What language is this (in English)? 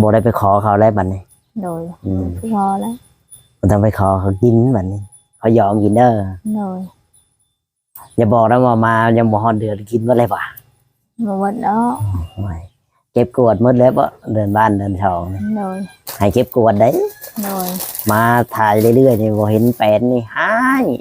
Lao